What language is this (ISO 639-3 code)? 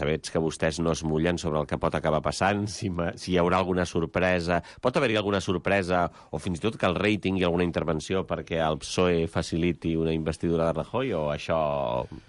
cat